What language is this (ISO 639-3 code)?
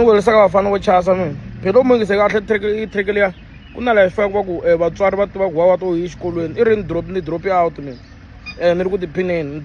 tso